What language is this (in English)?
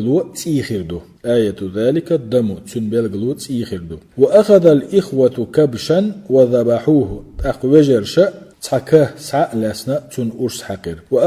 Chechen